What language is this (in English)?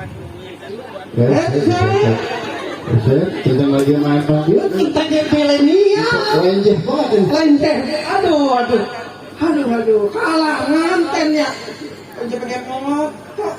Betawi